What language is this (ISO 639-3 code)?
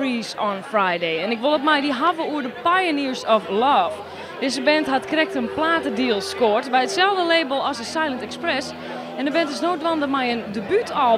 fry